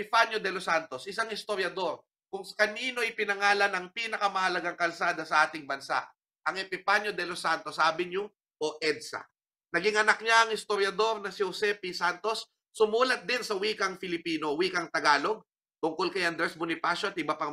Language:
Filipino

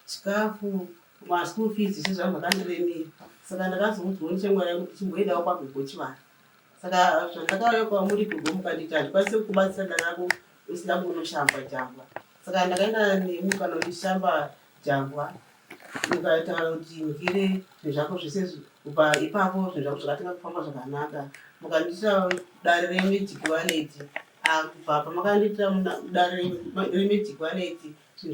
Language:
Shona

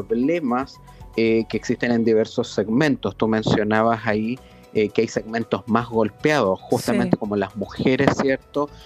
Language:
Spanish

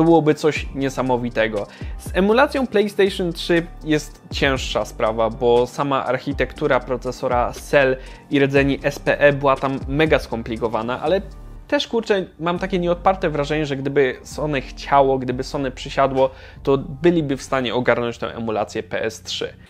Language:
Polish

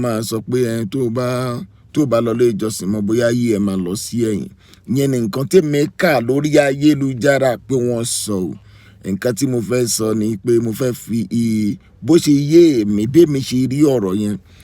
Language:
Yoruba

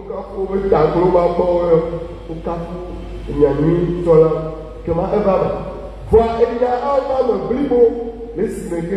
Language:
Ewe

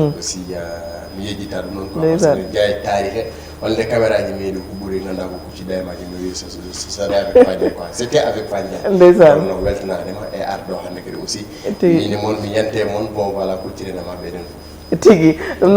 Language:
Fula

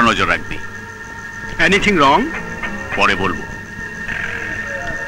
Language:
Bangla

